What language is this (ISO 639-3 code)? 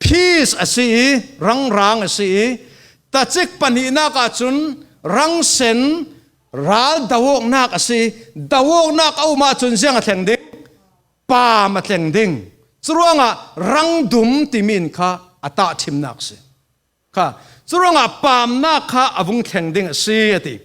cfm